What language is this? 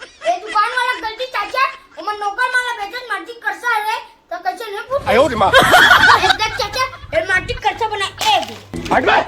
Chhattisgarhi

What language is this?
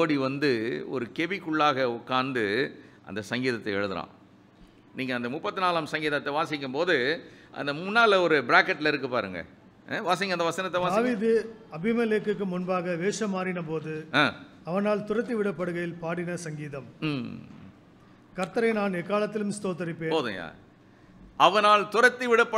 Tamil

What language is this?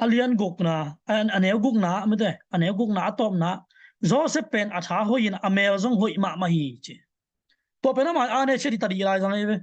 Tedim Chin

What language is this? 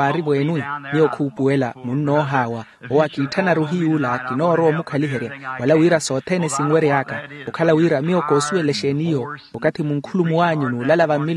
Makhuwa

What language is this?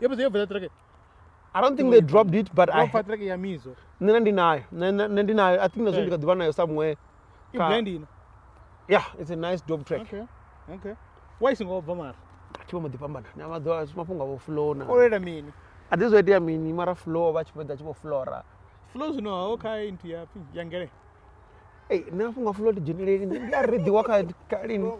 Venda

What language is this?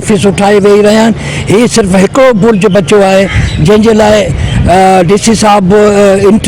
Sindhi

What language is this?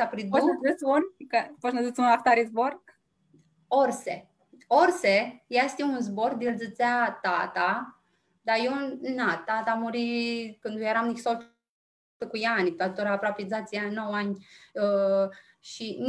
Aromanian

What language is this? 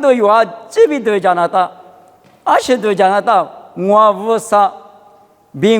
Lisu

